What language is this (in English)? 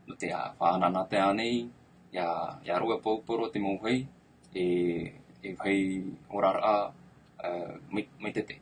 Tahitian